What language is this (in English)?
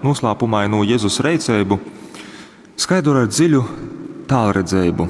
Latgalian